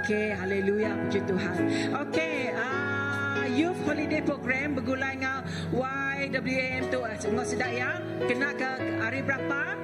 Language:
Iban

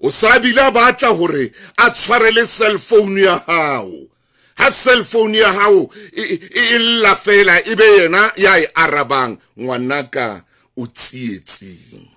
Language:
Southern Sotho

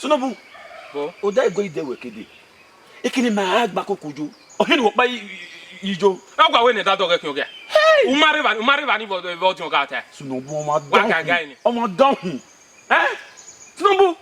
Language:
Bini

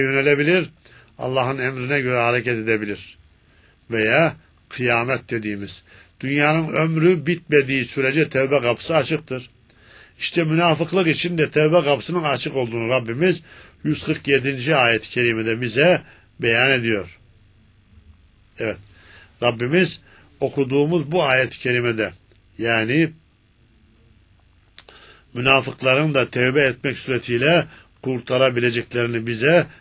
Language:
Turkish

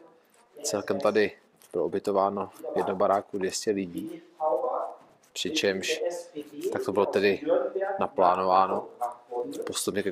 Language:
Czech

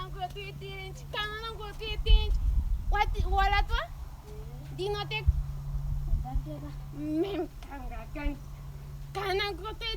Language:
Ndonga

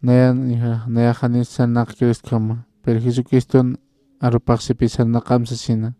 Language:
Aymara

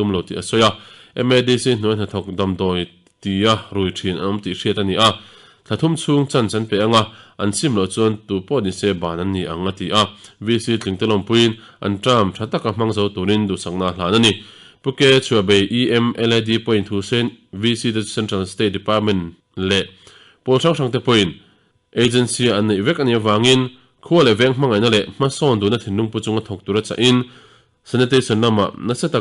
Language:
Mizo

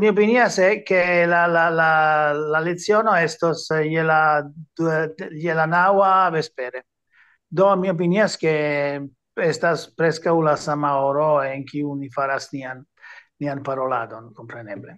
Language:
Esperanto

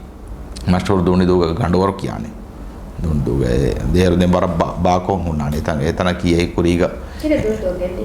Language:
Divehi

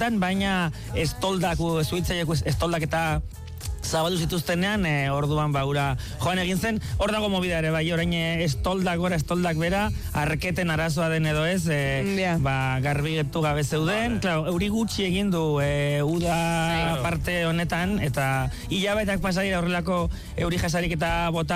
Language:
Basque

